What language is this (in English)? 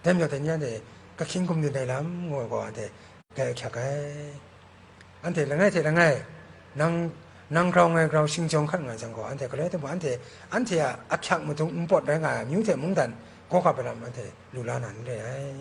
Kachin